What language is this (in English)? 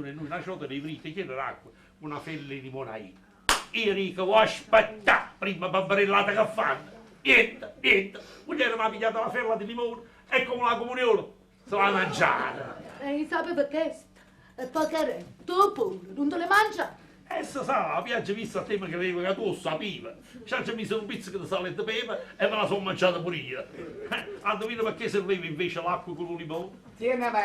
Neapolitan